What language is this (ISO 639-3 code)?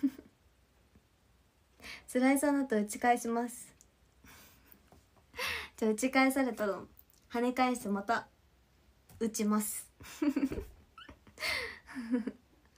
jpn